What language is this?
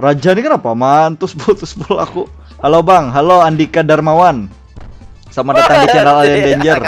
Banjar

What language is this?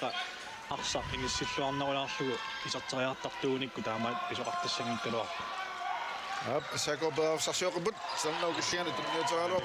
Kalaallisut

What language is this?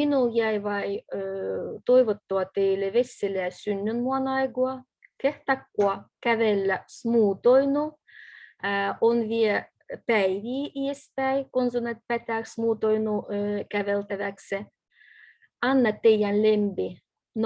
Livvi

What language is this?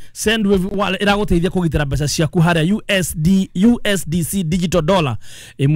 Kikuyu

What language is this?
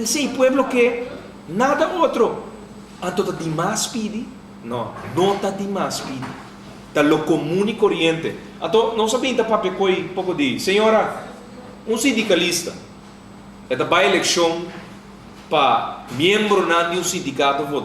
Papiamento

